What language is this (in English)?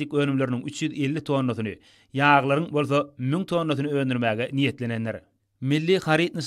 Turkmen